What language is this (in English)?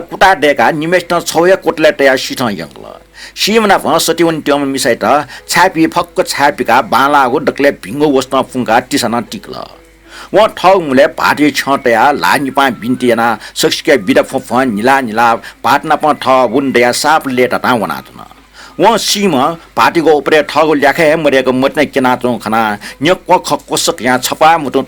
Newari